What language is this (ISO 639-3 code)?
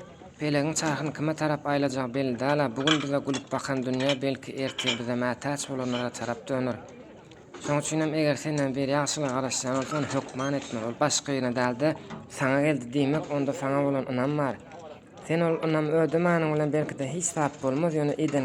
tuk